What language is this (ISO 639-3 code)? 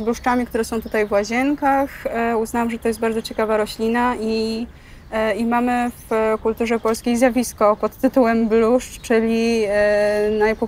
pol